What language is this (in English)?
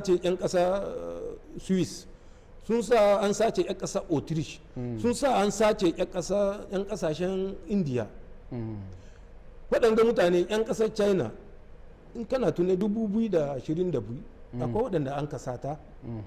Hausa